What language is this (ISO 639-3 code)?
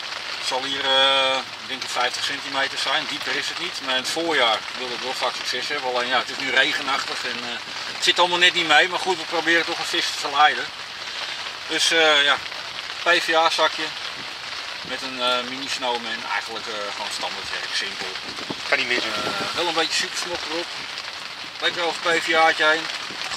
nld